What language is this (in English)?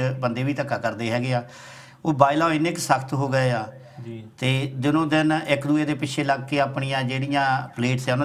Punjabi